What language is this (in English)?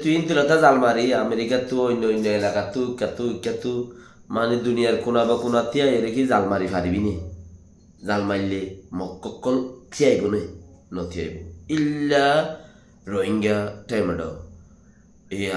Rohingya